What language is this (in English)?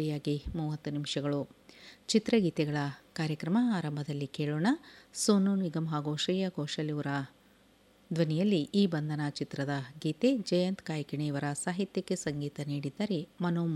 Kannada